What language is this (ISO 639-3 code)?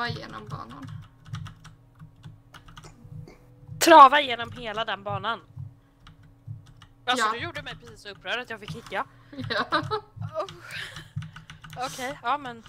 swe